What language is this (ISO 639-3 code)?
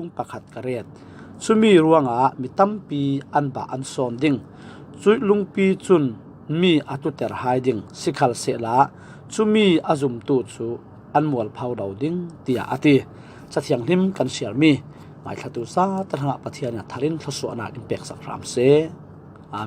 cfm